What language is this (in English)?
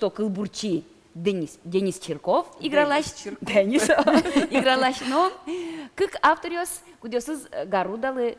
Udmurt